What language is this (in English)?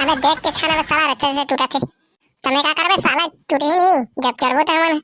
Chhattisgarhi